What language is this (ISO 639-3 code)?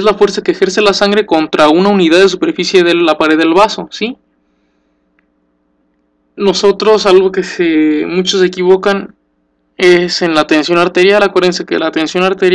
spa